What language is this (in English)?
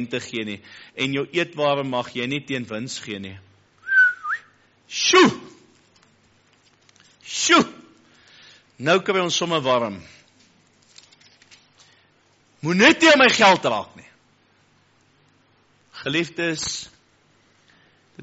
Afrikaans